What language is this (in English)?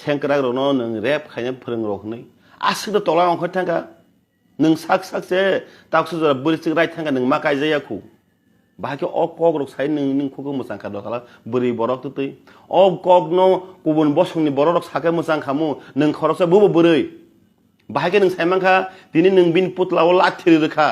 Kok Borok